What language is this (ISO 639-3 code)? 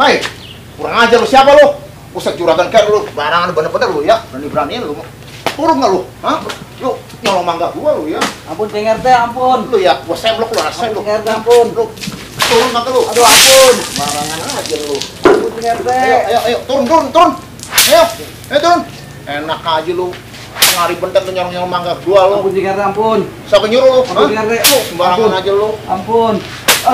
bew